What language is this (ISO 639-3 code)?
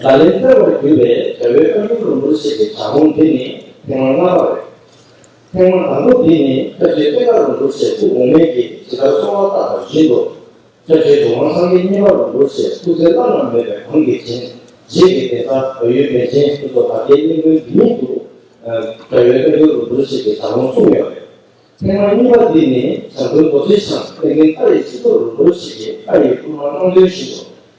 bod